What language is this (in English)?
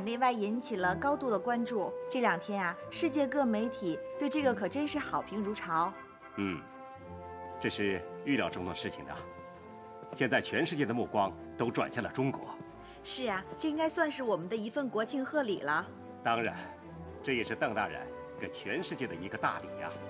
Chinese